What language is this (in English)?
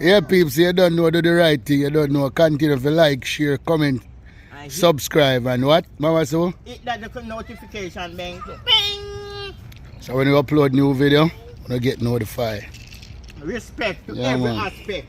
Jamaican Creole English